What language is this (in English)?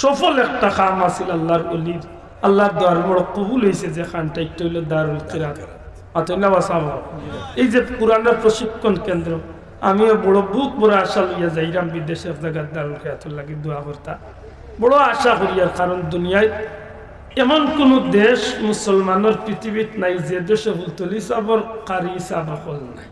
Sylheti